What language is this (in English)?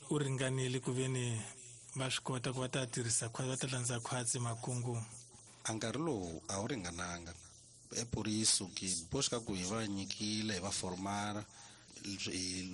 Tsonga